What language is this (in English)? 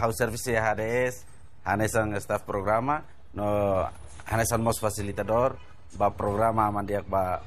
Tetum